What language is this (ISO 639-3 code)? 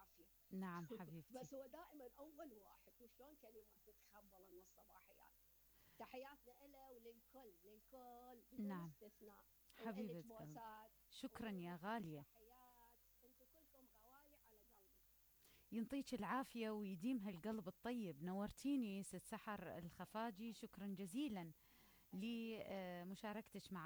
acm